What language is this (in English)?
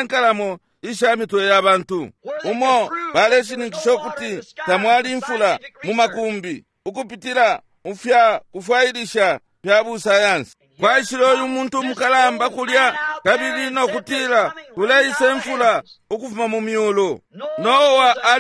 Bemba